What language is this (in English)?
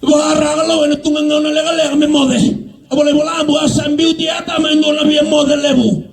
Fijian